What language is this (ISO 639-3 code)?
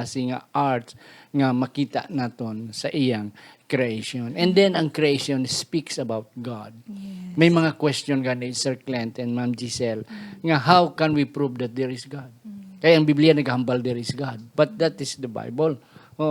hil